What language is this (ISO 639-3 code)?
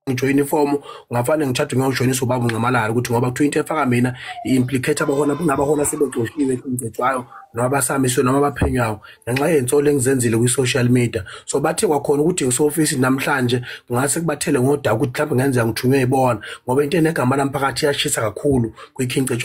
zul